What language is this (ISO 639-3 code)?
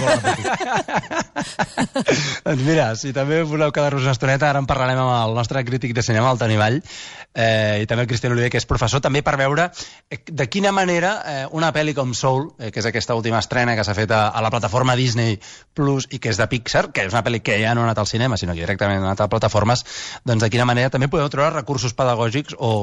cat